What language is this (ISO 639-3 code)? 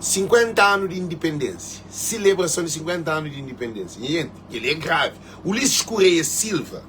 kea